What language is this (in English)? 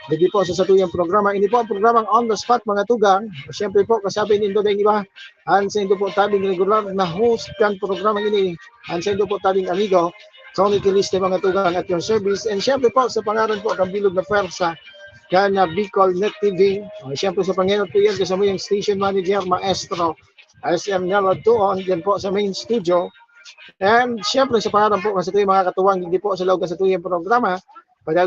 Bikol